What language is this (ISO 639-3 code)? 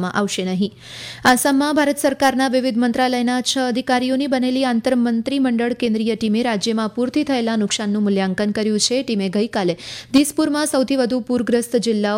guj